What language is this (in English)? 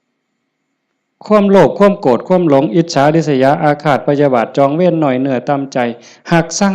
Lao